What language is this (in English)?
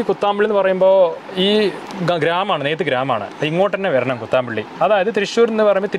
Malayalam